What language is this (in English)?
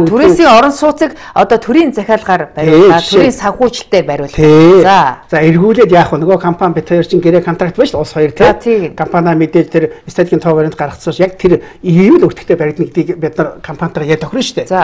Mongolian